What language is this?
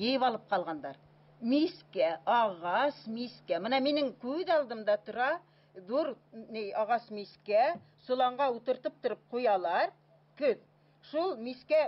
Bashkir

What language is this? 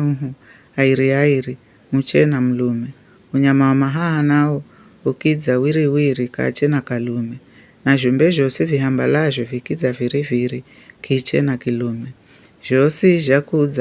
Giryama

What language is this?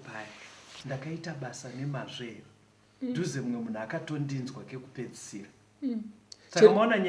Shona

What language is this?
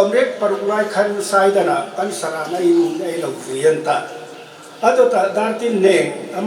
Hmar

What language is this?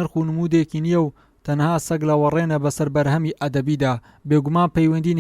Central Kurdish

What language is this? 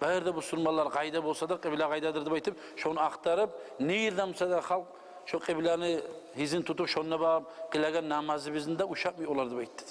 Kumyk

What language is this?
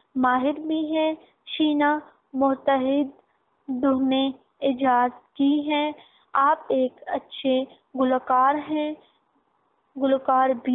Urdu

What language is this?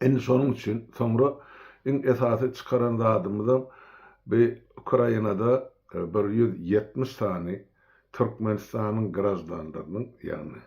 Turkmen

